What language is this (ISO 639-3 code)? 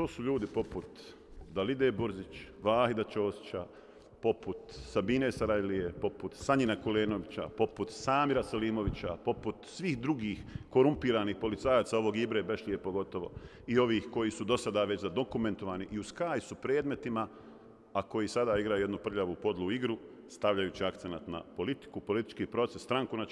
bos